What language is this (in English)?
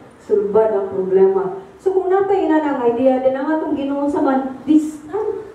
Cebuano